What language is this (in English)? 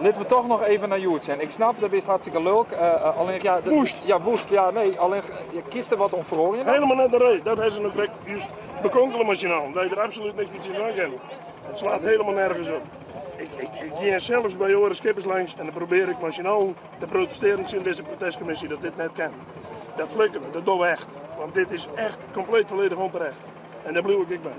Western Frisian